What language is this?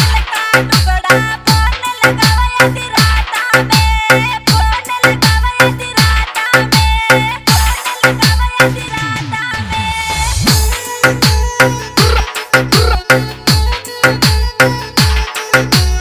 Bhojpuri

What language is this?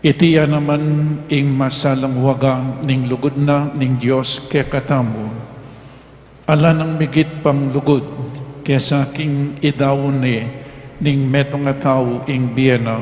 Pampanga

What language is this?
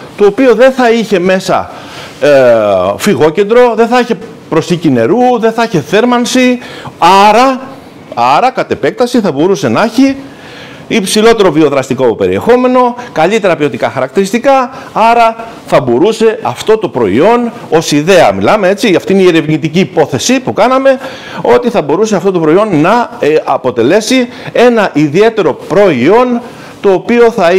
Greek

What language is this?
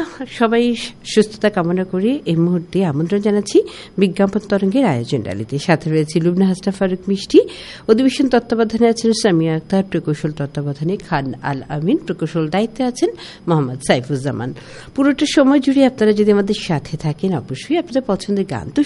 Bangla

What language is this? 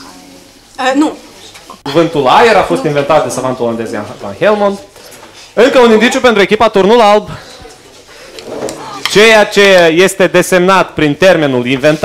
Romanian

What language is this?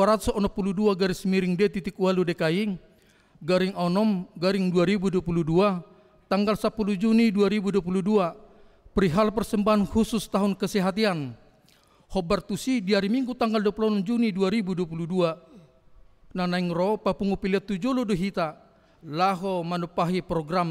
Batak Toba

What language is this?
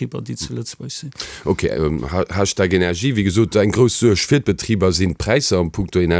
Luxembourgish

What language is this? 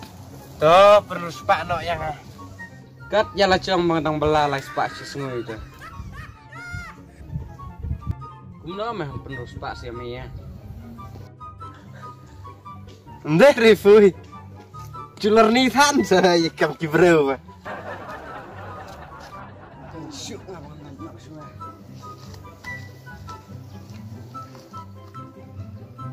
Khasi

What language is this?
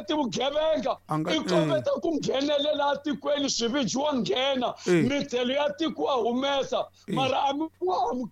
Tsonga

